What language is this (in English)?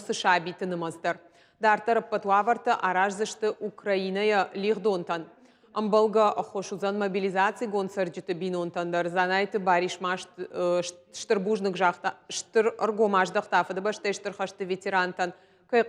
Ossetic